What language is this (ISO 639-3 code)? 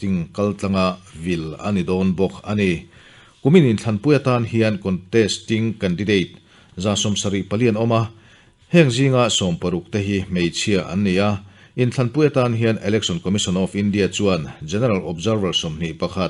lus